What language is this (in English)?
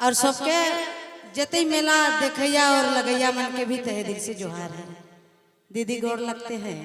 Sadri